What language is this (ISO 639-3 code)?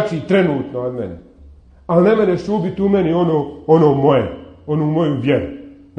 bos